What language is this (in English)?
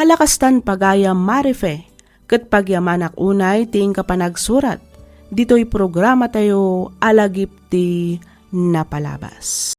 Iloko